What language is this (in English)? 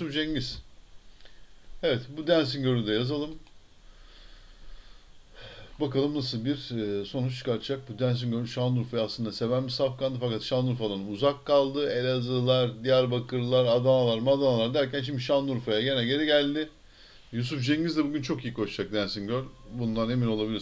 Turkish